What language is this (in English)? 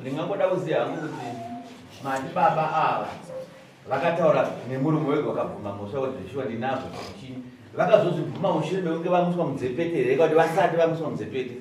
Shona